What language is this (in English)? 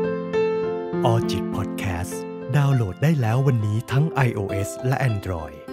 Thai